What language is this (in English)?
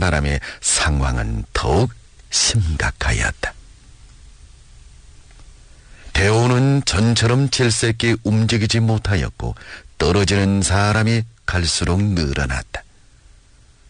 Korean